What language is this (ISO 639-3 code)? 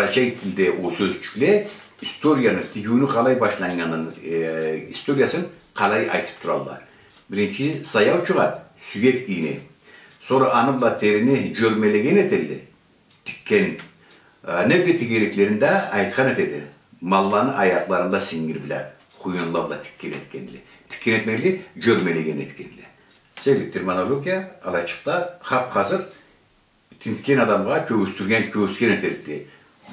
krc